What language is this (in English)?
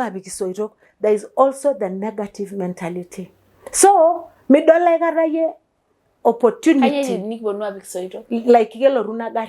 Masai